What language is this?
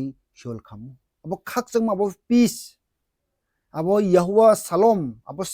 Riang (India)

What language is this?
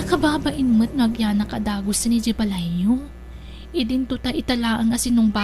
Iloko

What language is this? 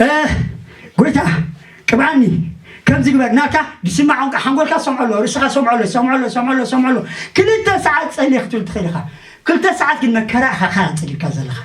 Tigrinya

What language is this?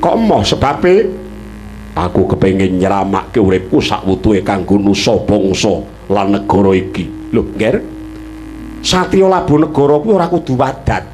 Javanese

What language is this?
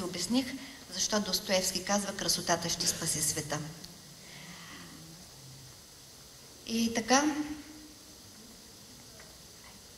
Bulgarian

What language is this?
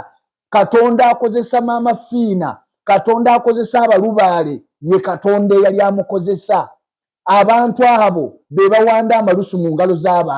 Ganda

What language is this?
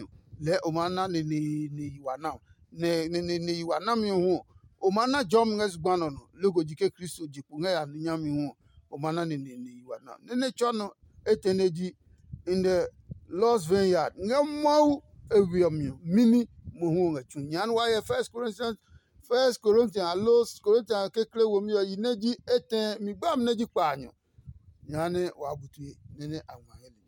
Adangme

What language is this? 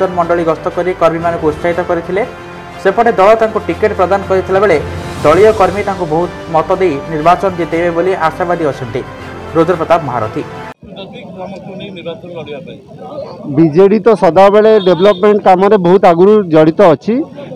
Odia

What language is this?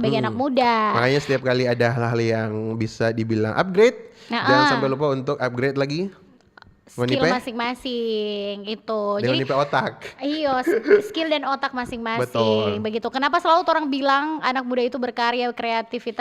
Manado Malay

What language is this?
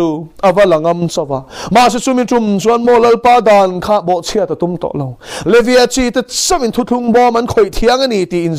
Mizo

